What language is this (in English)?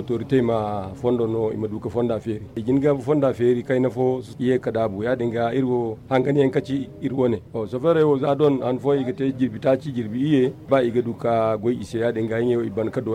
Zarma